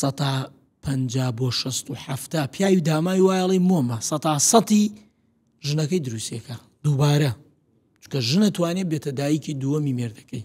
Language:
Central Kurdish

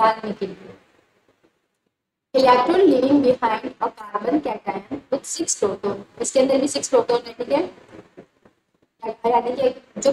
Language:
Hindi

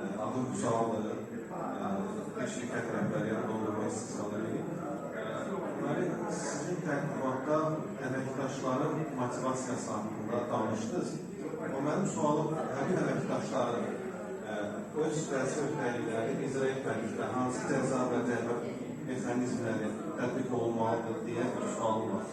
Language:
Azerbaijani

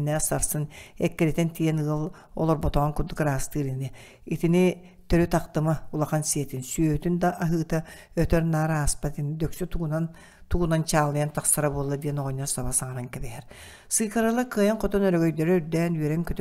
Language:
Yakut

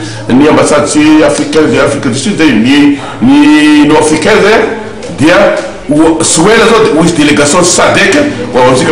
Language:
Malagasy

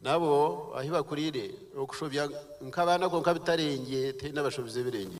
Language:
Nyankole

